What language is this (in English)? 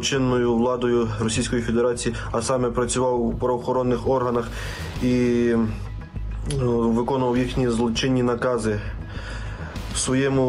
Ukrainian